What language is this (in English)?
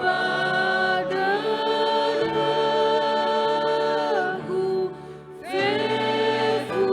Nias